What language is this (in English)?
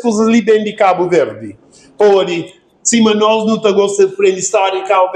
Kabuverdianu